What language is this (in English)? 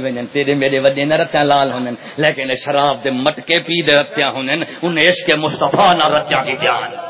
Saraiki